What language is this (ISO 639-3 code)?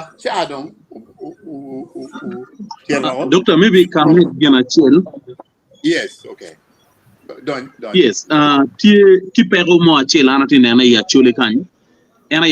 ach